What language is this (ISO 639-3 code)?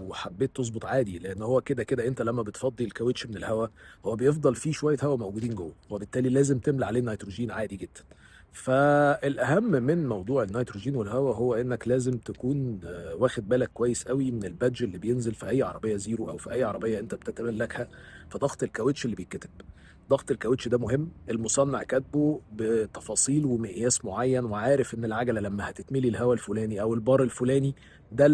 arz